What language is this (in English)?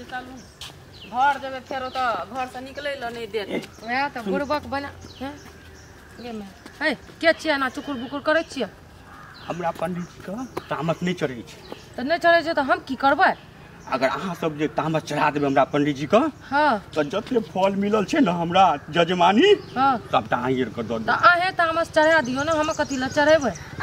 Maithili